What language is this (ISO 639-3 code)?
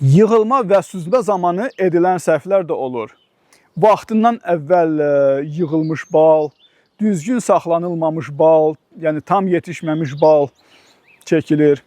aze